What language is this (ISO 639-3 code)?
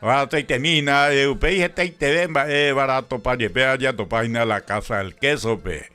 grn